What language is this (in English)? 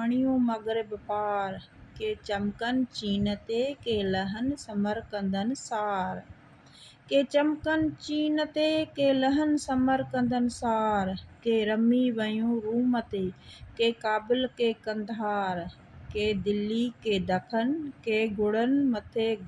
Sindhi